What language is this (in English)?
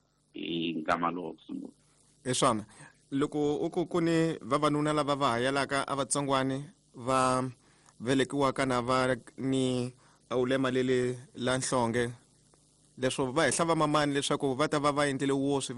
Tsonga